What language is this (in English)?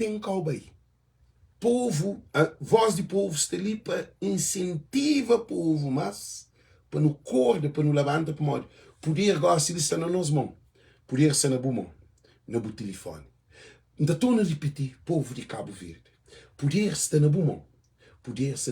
Kabuverdianu